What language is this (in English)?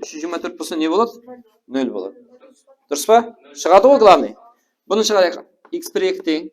Kara-Kalpak